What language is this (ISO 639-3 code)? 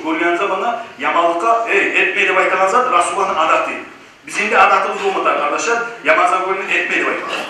kum